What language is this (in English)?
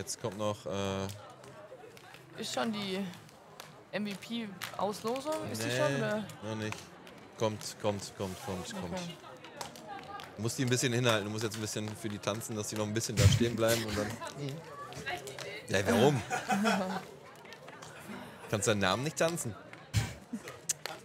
German